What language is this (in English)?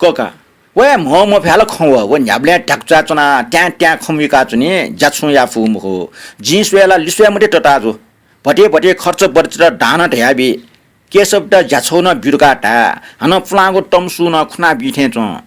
Newari